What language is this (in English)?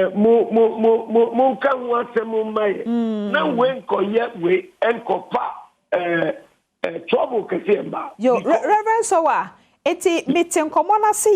Akan